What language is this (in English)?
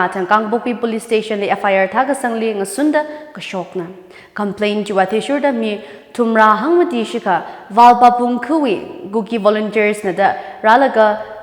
Tangkhul Naga (India)